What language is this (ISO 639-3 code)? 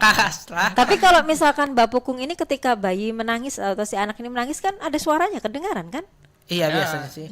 bjn